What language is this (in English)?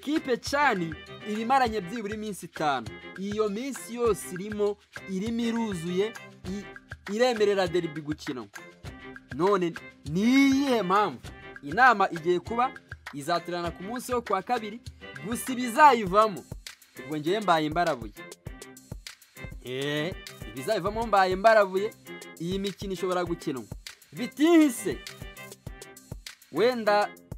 Kinyarwanda